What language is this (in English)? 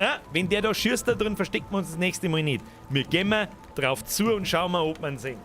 Bavarian